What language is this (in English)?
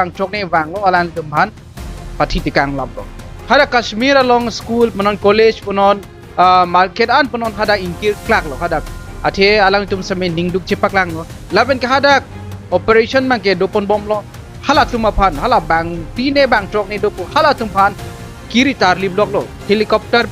Karbi